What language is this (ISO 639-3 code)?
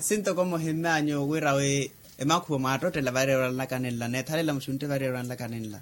vmw